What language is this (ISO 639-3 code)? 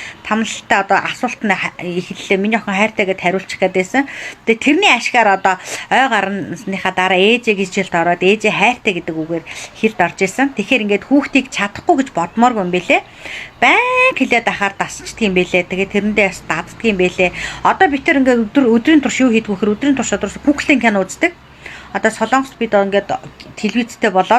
mon